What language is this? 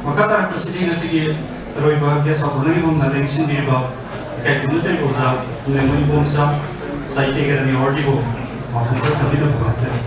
Manipuri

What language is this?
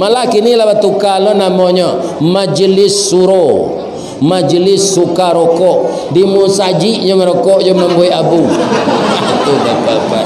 Minangkabau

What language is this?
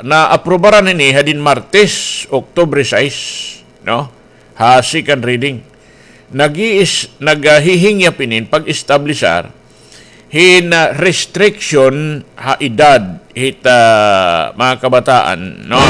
Waray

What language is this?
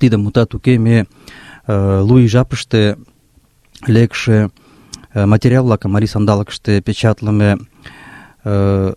Mari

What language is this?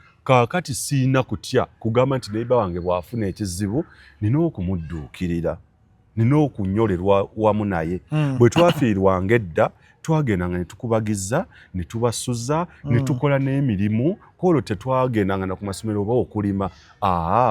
Ganda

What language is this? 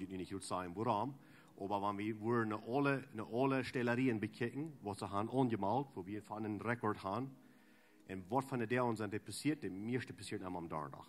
Plautdietsch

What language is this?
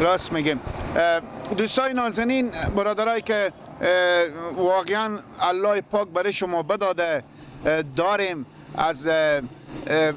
Persian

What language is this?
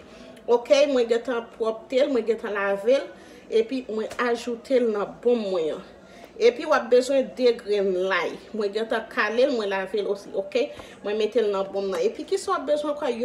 Haitian Creole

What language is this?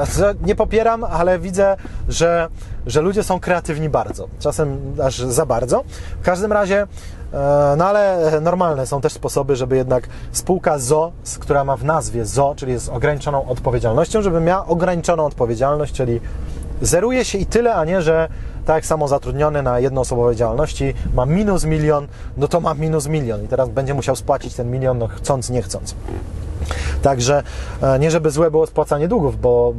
Polish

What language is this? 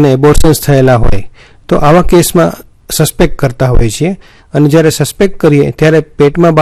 Gujarati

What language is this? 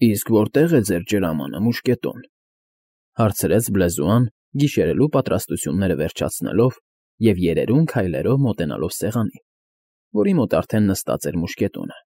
Armenian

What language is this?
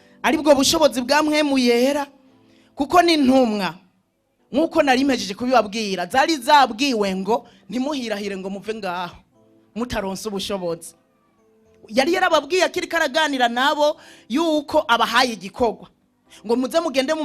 Rundi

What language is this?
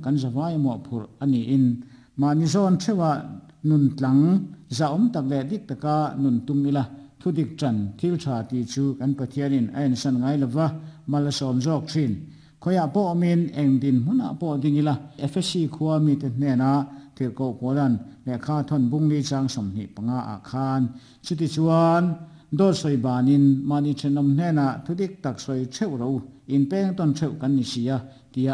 Mizo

